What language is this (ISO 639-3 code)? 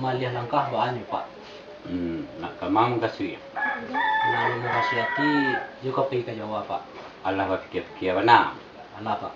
min